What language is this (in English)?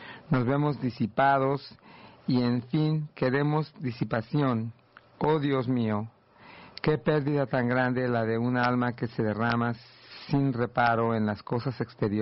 Spanish